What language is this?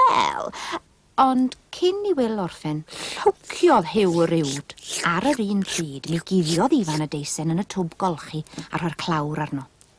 Welsh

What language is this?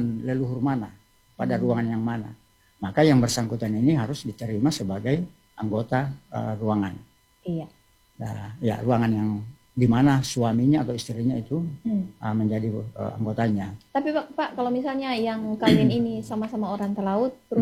Indonesian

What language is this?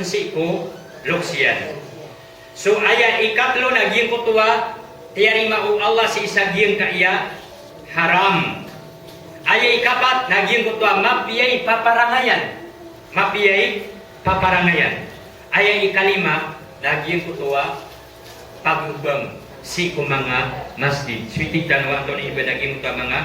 Maranao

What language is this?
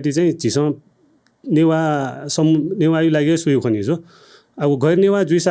Newari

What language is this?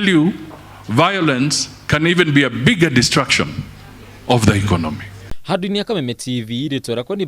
Kikuyu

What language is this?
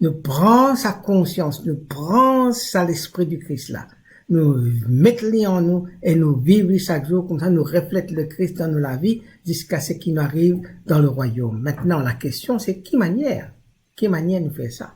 Morisyen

